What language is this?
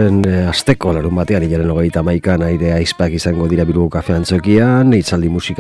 Basque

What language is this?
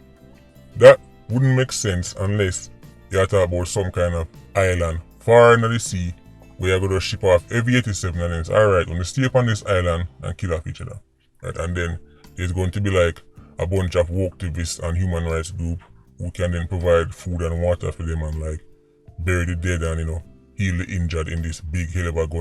Jamaican Creole English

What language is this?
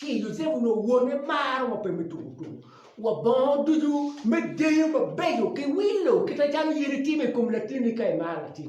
Acoli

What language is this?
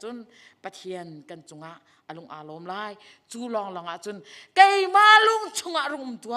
Hakha Chin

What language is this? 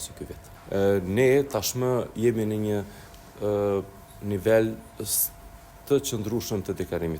Albanian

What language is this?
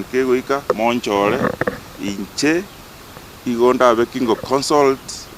Gusii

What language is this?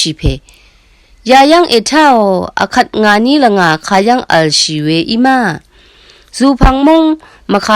Rawang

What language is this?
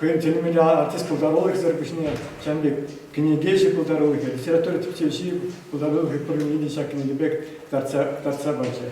Chuvash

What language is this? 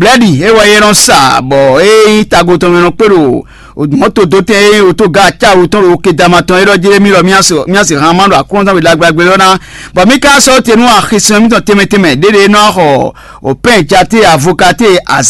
Fon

